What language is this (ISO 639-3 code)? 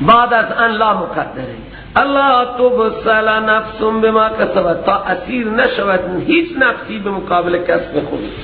fas